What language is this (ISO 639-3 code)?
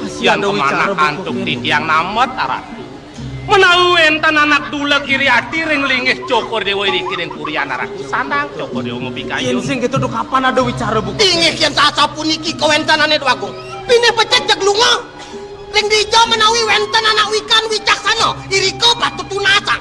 ban